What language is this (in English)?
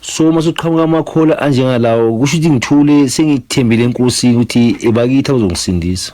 Zulu